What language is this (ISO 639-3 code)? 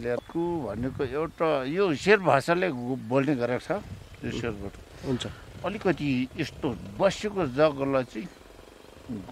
nep